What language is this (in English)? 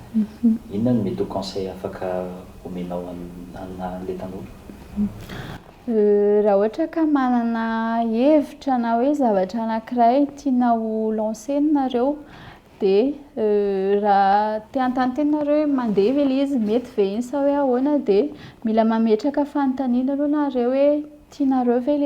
Malagasy